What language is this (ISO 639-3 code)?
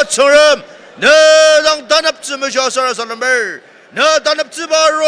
njo